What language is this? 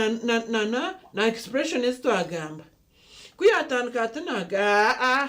Nyankole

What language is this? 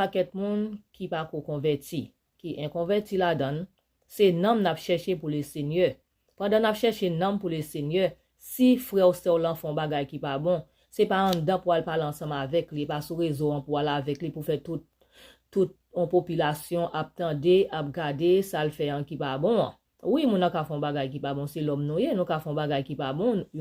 Haitian Creole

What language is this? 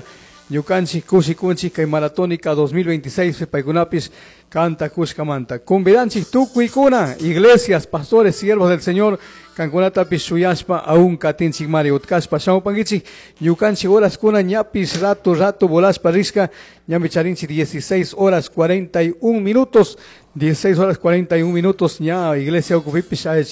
Chimborazo Highland Quichua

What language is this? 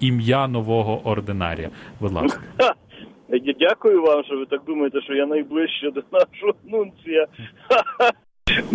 Ukrainian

